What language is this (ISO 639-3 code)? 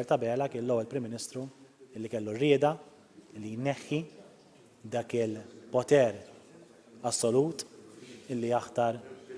mlt